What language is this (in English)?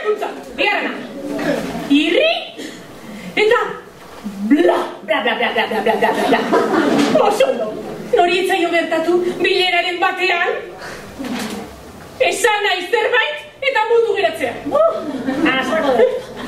Basque